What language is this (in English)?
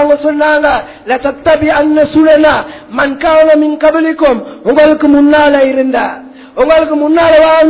Tamil